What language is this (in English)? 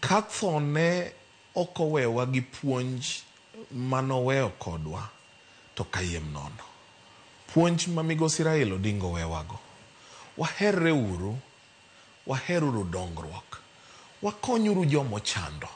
Luo (Kenya and Tanzania)